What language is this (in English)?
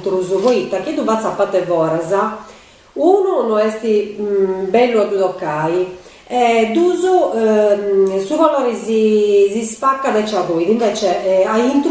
Sardinian